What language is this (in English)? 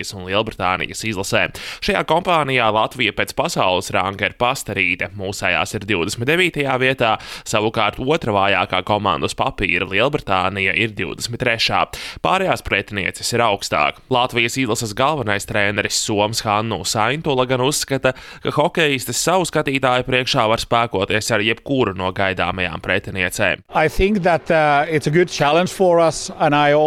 Latvian